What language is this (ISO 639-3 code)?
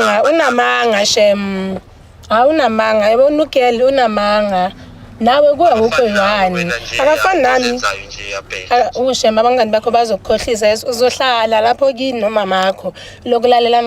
zul